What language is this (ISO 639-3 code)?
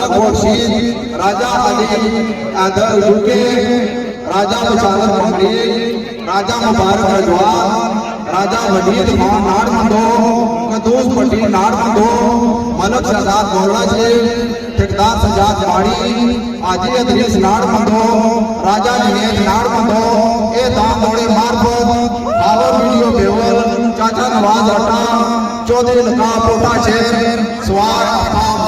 phr